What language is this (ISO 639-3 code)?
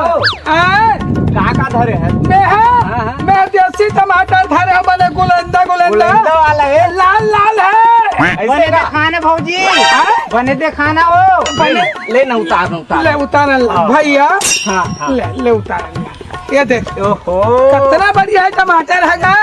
hne